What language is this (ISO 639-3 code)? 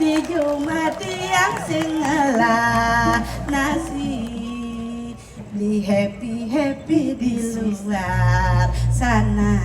ban